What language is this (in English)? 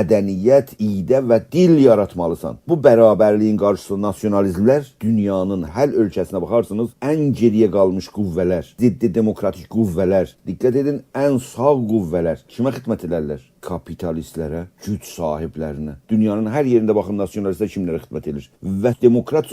South Azerbaijani